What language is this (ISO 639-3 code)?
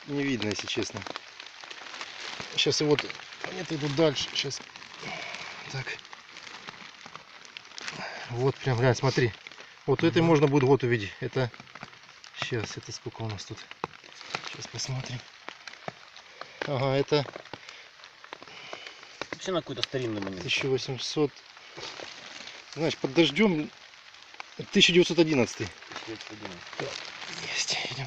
rus